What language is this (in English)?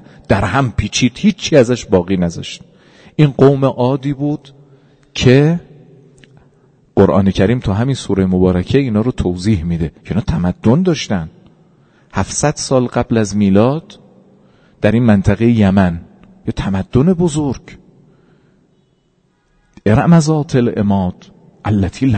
Persian